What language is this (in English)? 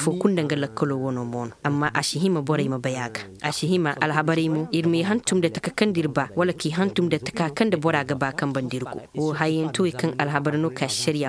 Koyraboro Senni